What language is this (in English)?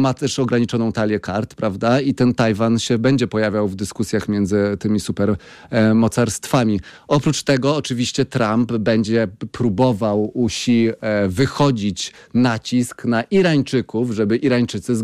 Polish